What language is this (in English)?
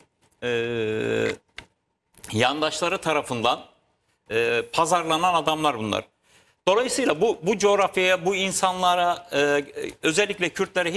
Turkish